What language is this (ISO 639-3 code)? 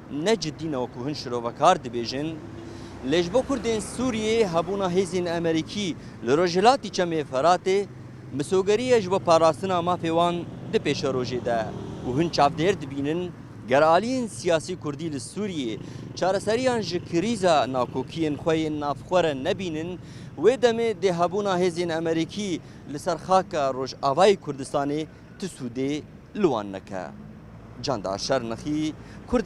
kur